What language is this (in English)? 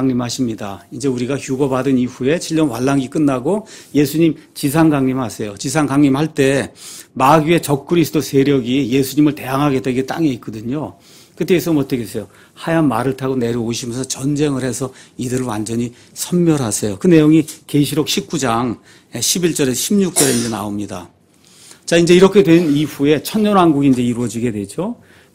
Korean